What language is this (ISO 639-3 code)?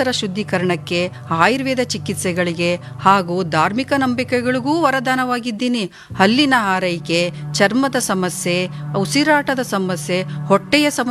kan